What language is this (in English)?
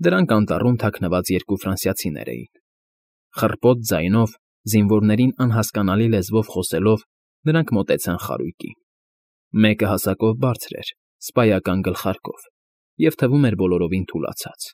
Armenian